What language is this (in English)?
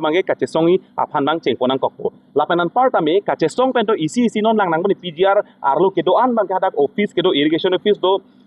Karbi